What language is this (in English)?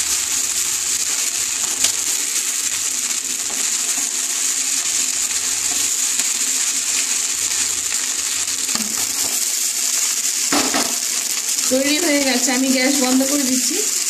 Bangla